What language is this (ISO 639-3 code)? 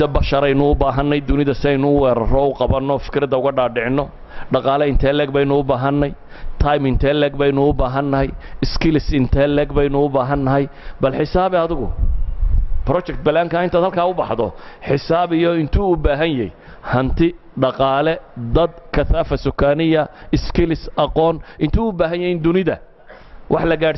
som